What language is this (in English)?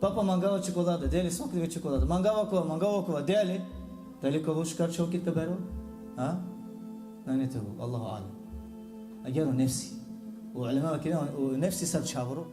Balkan Romani